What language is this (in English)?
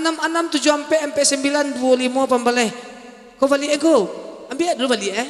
Minangkabau